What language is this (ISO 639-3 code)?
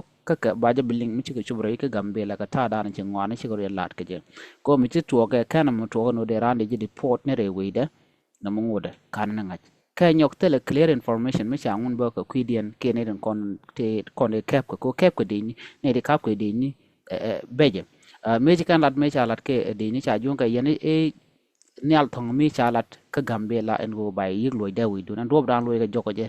nus